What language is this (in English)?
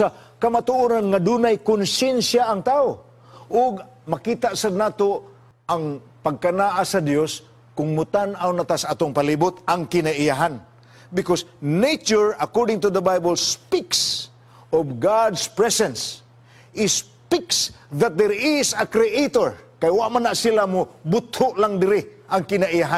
Cebuano